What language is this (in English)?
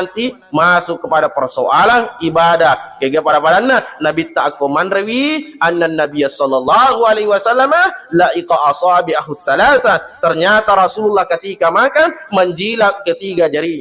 Buginese